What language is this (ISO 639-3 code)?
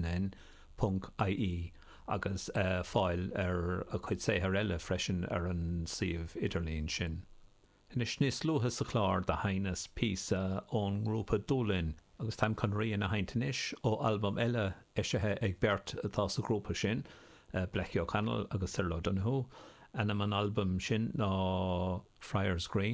gle